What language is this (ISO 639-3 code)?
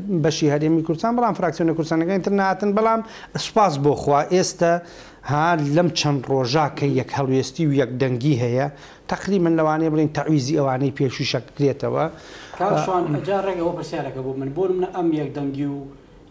ckb